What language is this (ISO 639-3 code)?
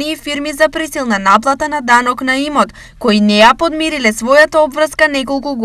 mkd